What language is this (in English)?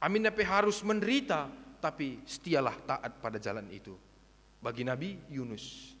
Batak Karo